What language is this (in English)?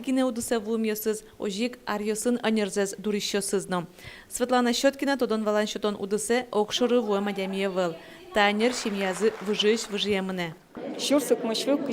Udmurt